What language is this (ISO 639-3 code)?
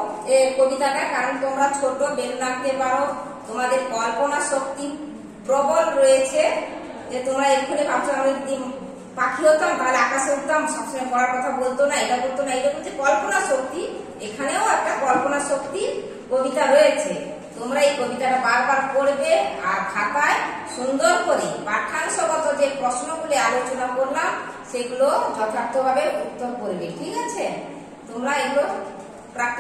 ben